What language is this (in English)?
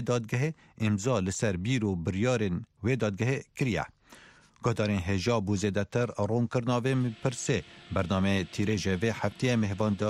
Kurdish